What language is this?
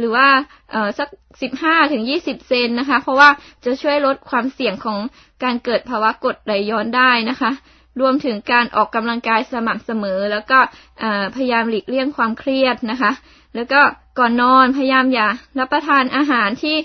Thai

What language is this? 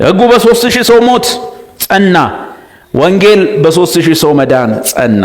Amharic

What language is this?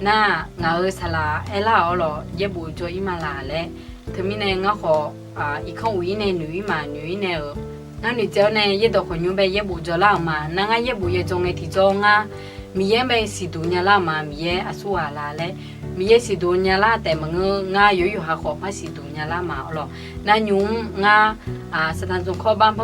Akha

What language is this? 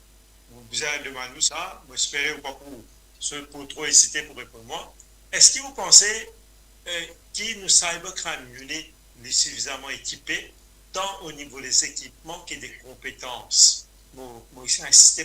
Morisyen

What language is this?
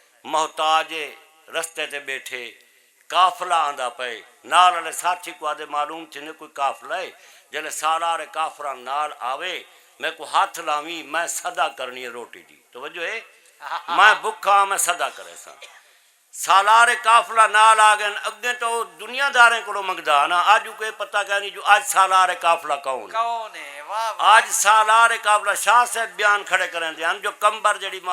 Saraiki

